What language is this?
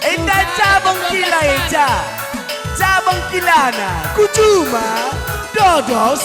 Batak Karo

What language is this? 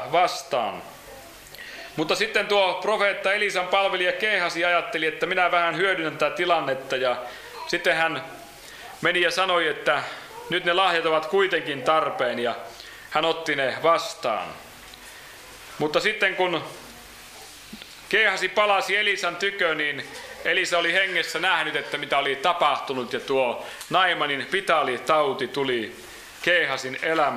Finnish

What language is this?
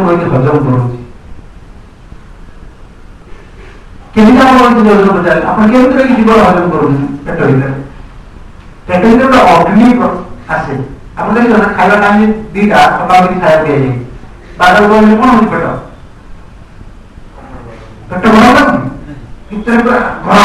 Odia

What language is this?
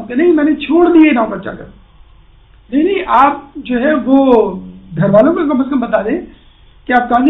Urdu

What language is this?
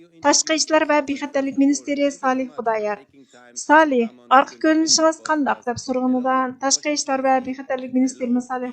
Uyghur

